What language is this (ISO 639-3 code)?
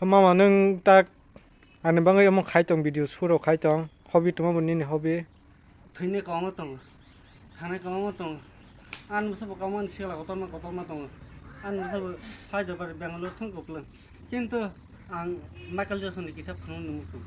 trp